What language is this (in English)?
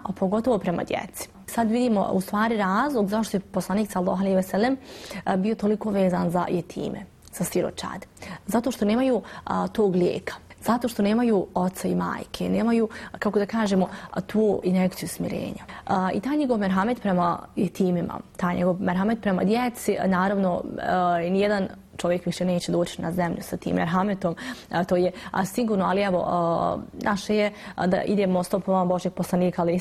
Bosnian